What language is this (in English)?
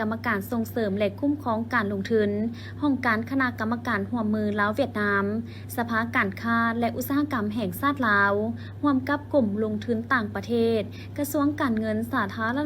Lao